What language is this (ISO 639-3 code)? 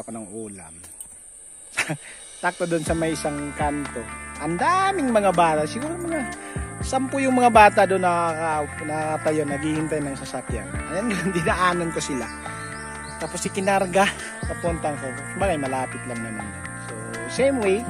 fil